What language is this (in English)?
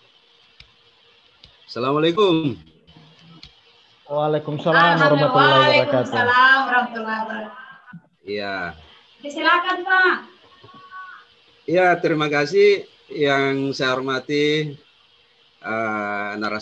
Indonesian